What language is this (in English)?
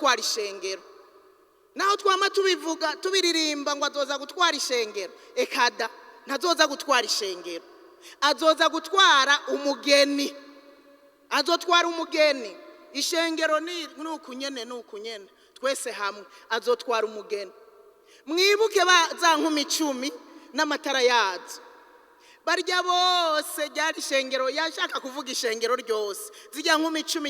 Rundi